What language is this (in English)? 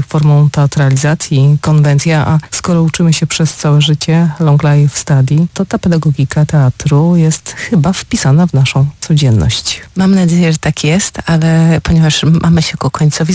Polish